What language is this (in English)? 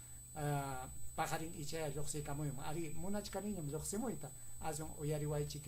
Ayacucho Quechua